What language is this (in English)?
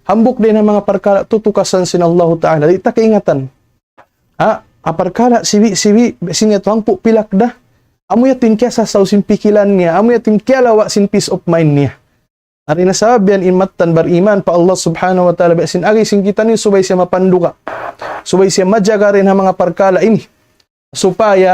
Tausug